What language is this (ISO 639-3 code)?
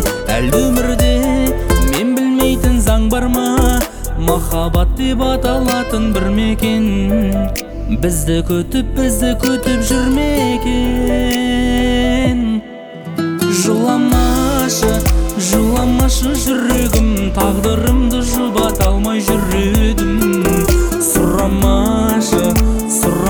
kaz